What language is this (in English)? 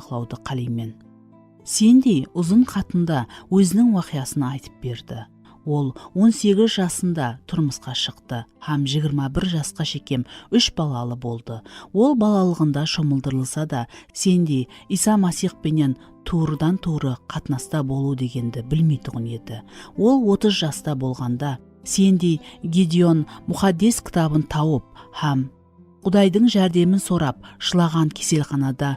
Kara-Kalpak